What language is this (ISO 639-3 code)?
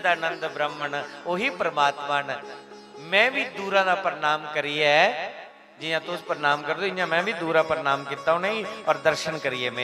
doi